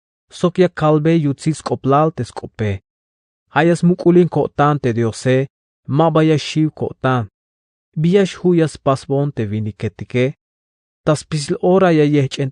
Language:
Tzeltal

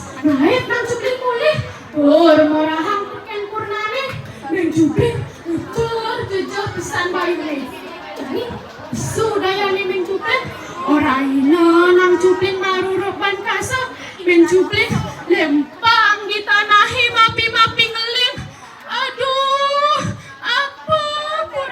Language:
Balinese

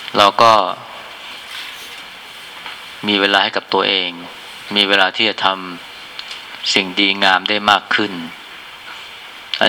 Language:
Thai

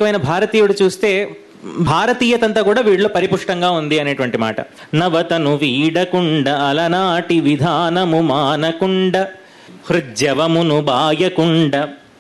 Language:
Telugu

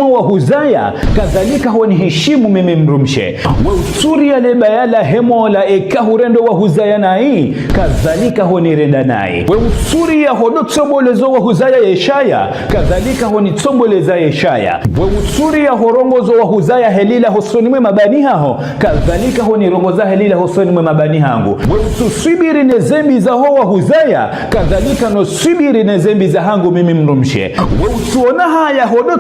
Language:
Ngazidja Comorian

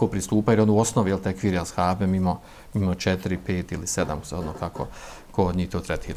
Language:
Bosnian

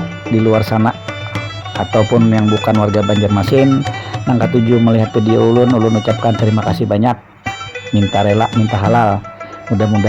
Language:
Banjar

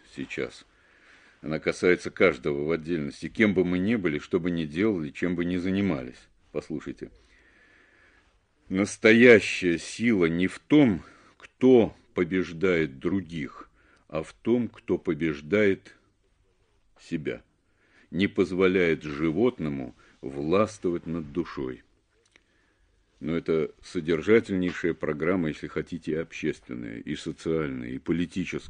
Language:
Russian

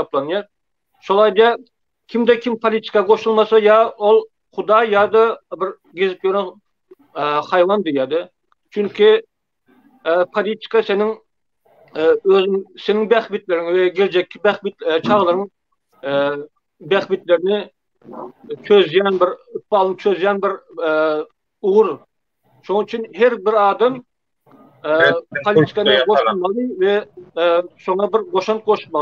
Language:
Turkmen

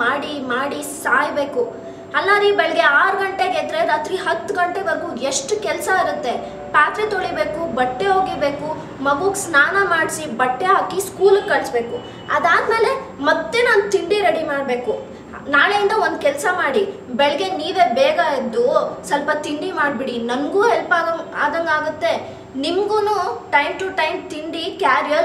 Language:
Kannada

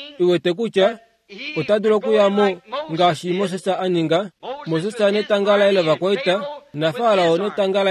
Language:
Kuanyama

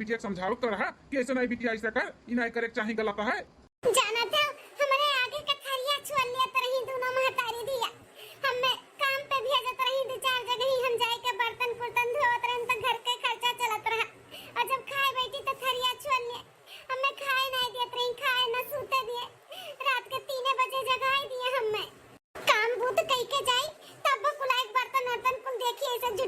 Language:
Awadhi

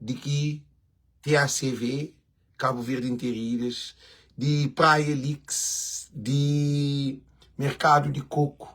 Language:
Kabuverdianu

